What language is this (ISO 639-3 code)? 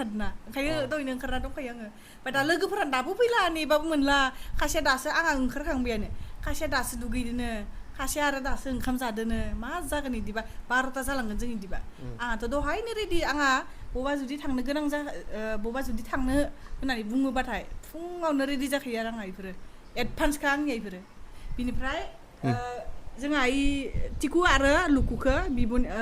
brx